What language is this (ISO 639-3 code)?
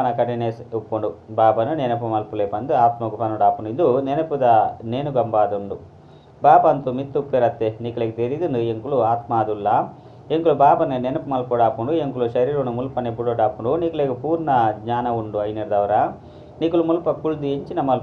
tcy